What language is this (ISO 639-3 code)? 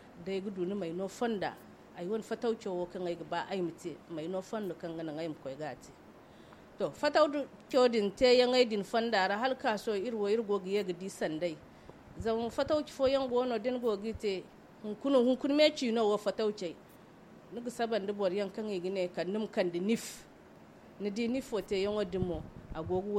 dje